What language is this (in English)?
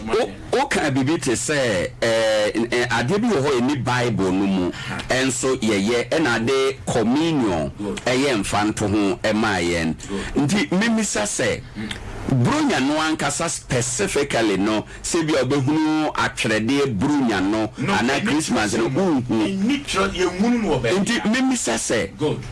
Akan